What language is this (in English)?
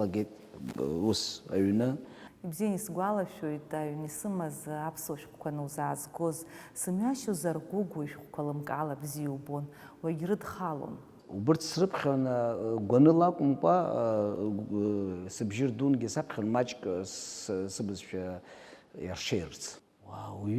Abkhazian